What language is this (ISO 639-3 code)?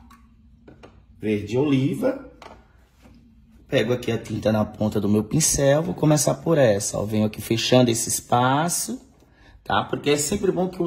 por